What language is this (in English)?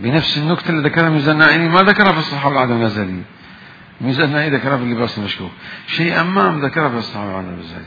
Mesopotamian Arabic